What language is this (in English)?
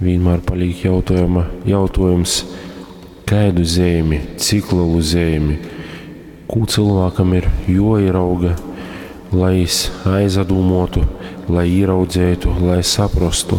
Latgalian